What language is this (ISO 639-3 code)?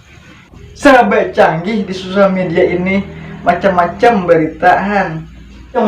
bjn